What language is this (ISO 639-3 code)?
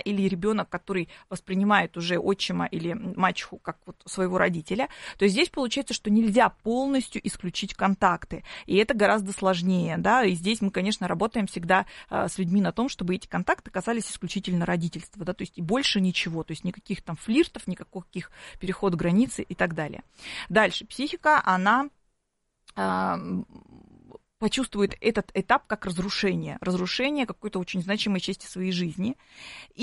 rus